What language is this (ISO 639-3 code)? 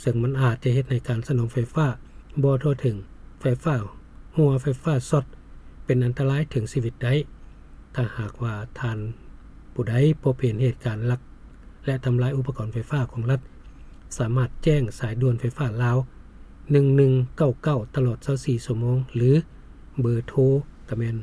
lao